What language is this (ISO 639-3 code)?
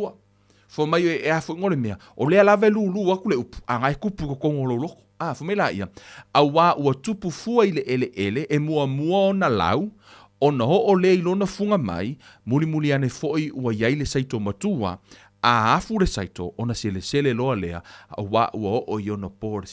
smo